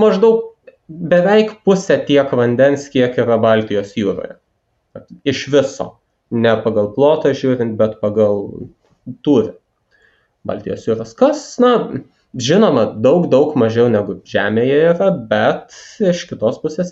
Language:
Lithuanian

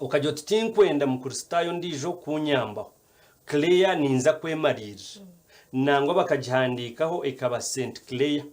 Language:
Nyankole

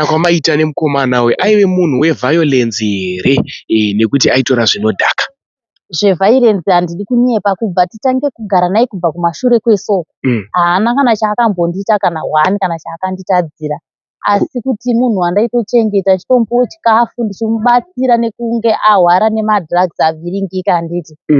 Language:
Shona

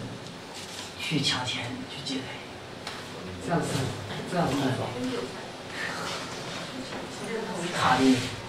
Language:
Chinese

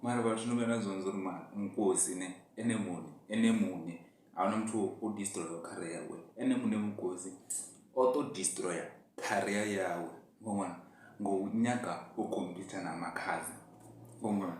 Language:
Venda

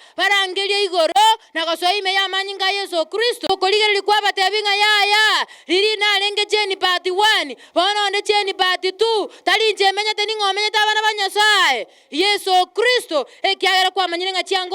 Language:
Gusii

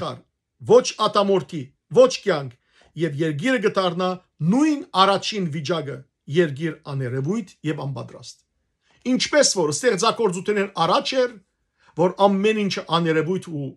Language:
Western Armenian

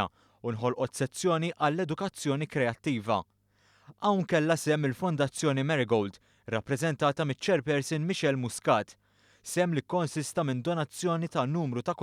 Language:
Maltese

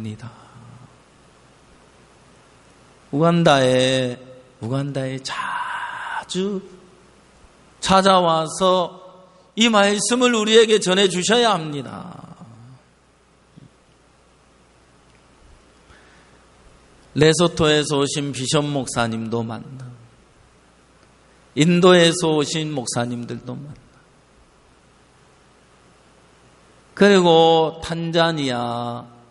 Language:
Korean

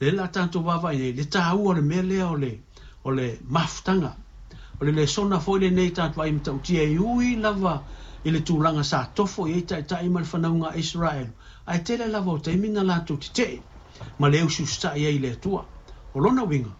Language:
Samoan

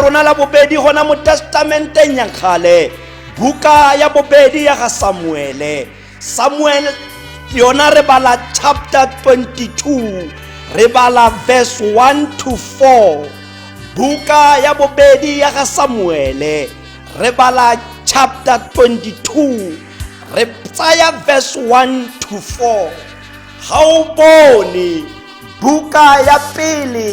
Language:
Tswana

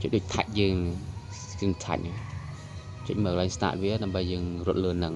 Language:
Khmer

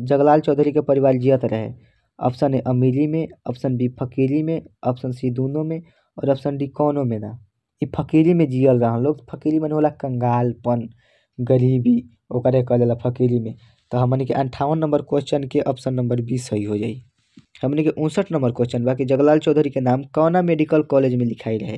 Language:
Bhojpuri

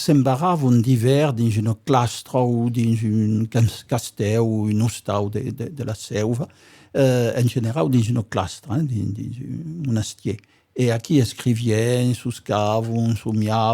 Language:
Occitan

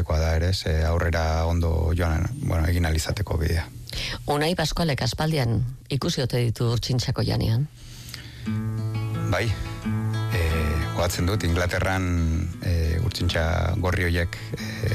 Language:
Basque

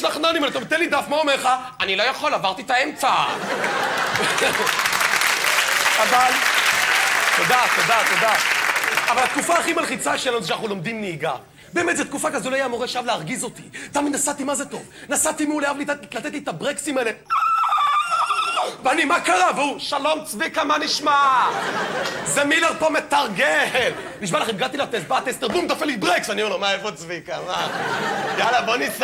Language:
Hebrew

